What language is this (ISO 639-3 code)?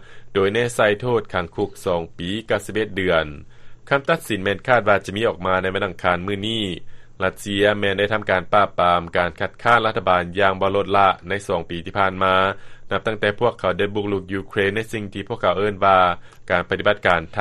lao